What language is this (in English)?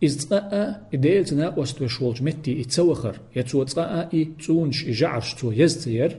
Chechen